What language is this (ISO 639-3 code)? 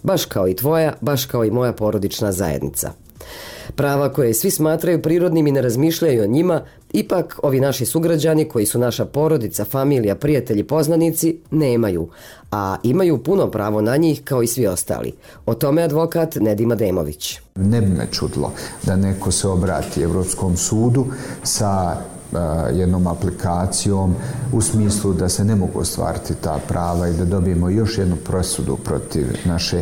bos